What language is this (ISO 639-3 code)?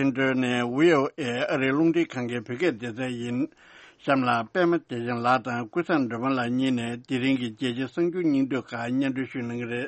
bod